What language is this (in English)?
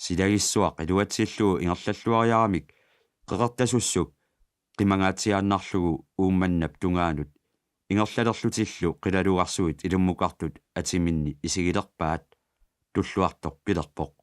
Kalaallisut